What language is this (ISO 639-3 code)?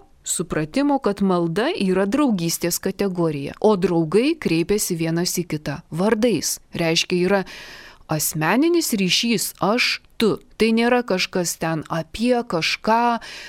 lit